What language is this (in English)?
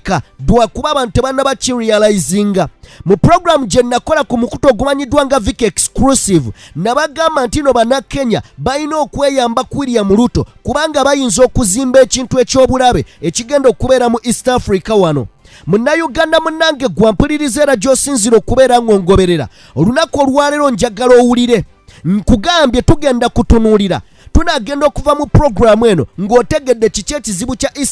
Ganda